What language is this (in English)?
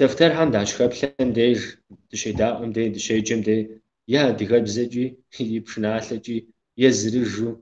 Kabardian